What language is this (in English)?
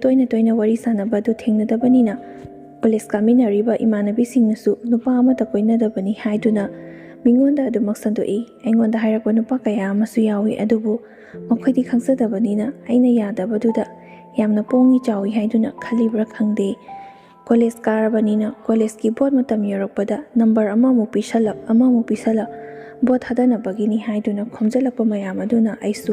Manipuri